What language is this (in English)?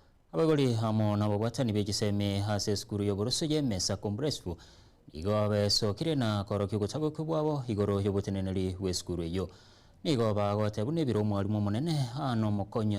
Gusii